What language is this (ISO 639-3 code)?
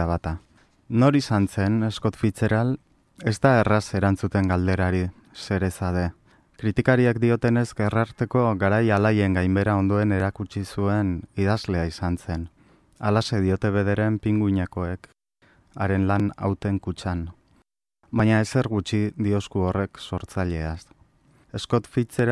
eus